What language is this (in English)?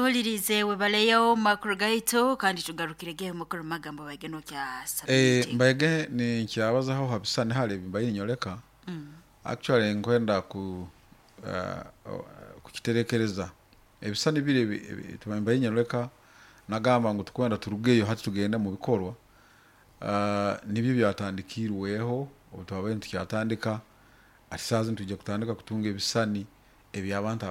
Nyoro